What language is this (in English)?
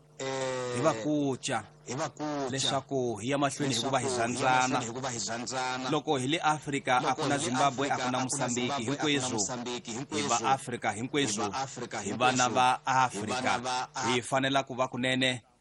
Tsonga